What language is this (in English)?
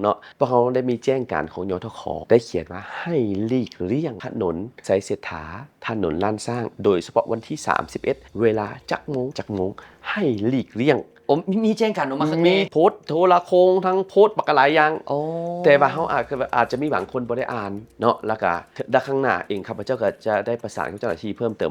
Lao